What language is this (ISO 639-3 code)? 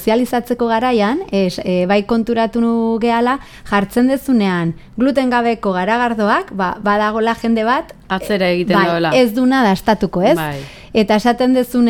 eus